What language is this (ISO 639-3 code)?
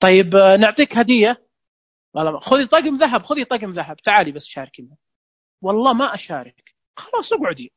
ars